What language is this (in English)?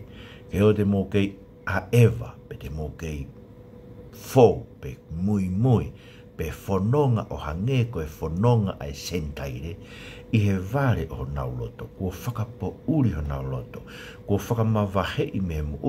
Tongan